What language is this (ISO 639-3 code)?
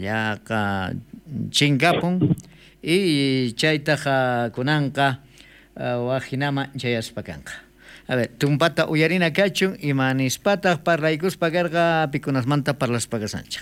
quh